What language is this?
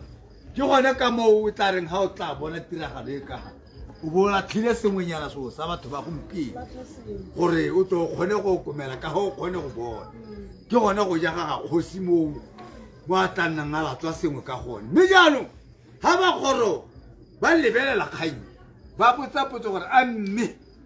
Tswana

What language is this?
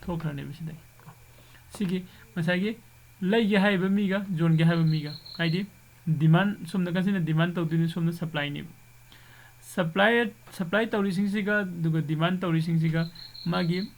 Manipuri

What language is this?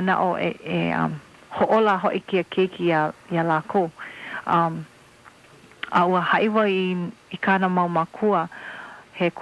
Hawaiian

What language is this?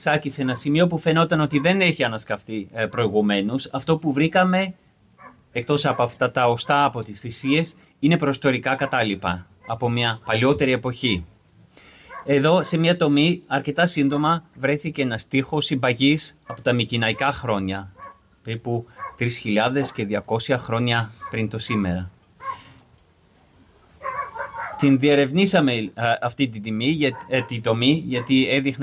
Greek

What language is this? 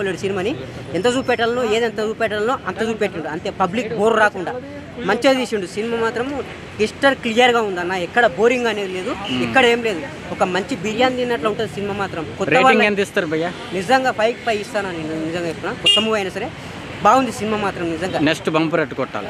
Telugu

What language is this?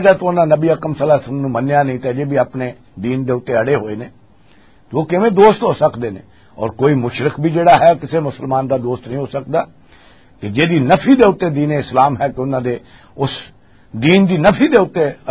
Western Panjabi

